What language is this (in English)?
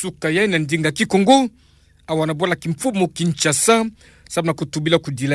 Kituba (Democratic Republic of Congo)